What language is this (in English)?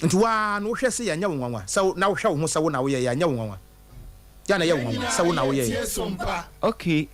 Akan